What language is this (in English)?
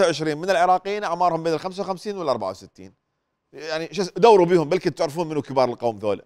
Mesopotamian Arabic